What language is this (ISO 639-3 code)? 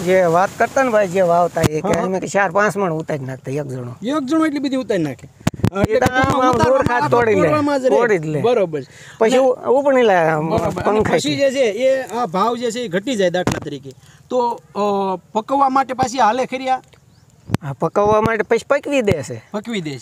guj